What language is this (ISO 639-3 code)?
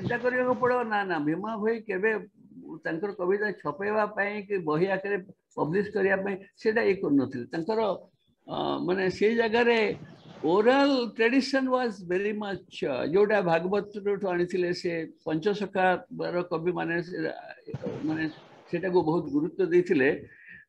ori